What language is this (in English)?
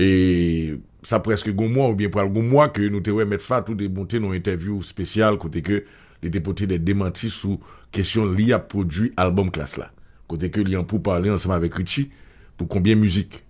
Haitian Creole